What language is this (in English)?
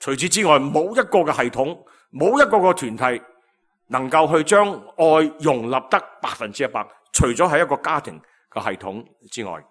Cantonese